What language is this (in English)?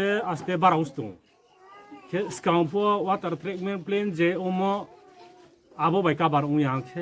Riang (India)